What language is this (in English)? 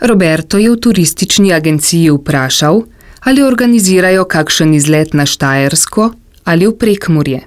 Slovenian